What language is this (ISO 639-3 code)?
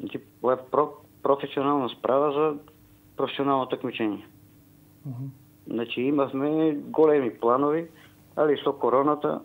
mkd